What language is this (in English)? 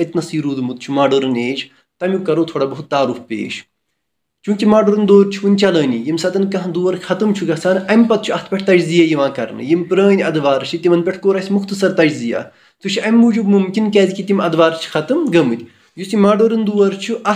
Kashmiri